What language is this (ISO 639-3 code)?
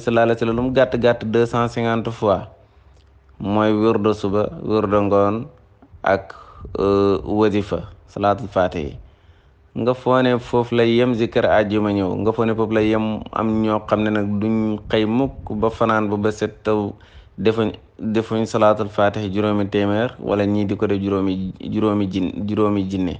wol